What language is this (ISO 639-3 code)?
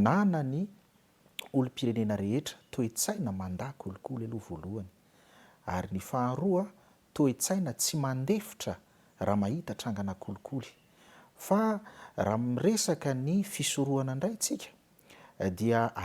mlg